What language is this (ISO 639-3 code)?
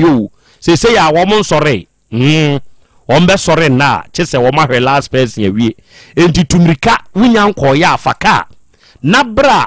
aka